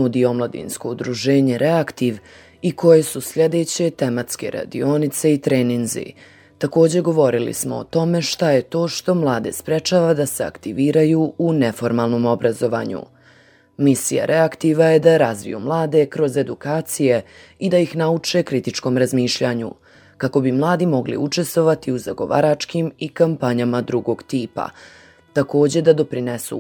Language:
Croatian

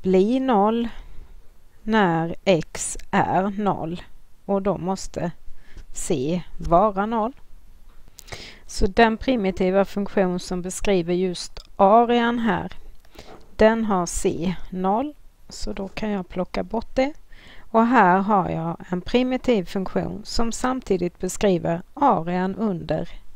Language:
Swedish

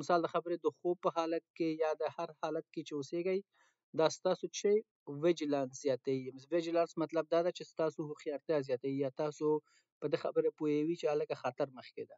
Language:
Pashto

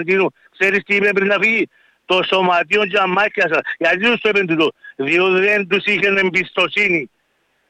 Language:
Greek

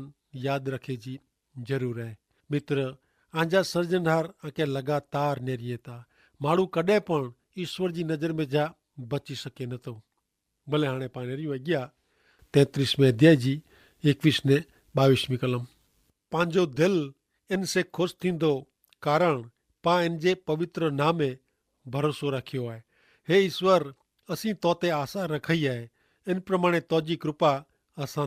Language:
Kachhi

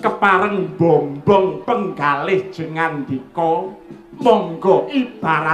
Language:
Javanese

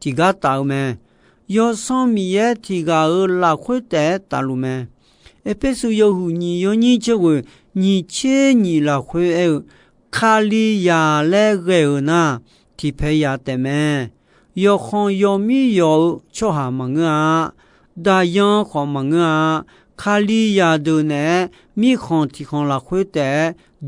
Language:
Akha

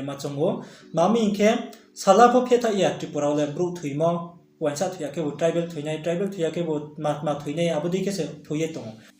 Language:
Riang (India)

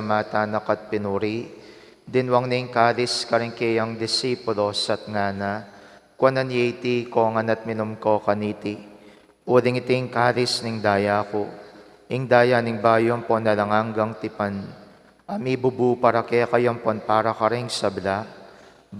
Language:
Pampanga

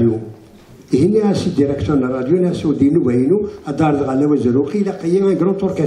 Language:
Kabyle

